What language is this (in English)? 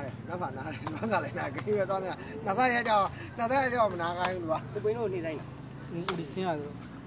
Burmese